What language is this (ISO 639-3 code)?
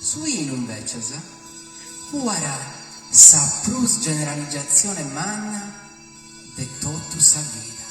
srd